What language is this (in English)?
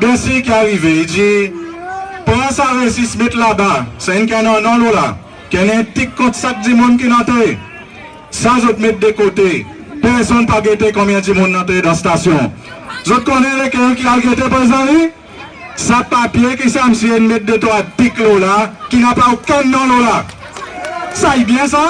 Seselwa Creole French